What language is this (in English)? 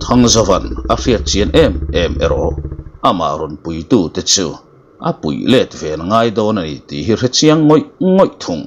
Mizo